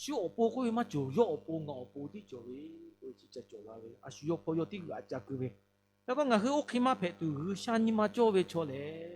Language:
Lahu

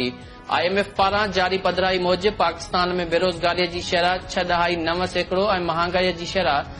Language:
Sindhi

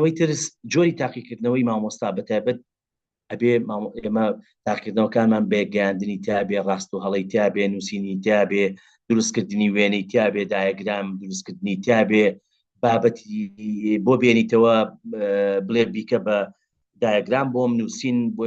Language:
Central Kurdish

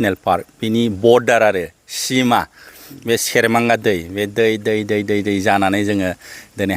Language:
Bodo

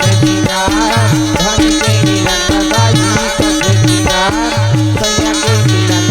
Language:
Chhattisgarhi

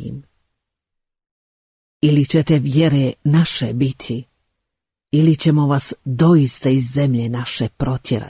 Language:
Bosnian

